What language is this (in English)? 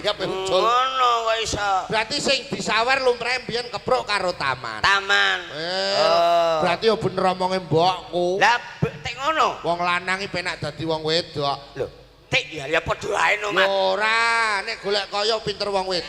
Javanese